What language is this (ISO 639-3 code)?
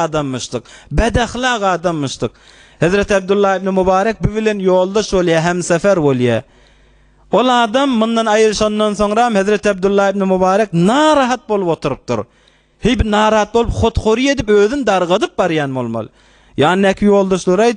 tuk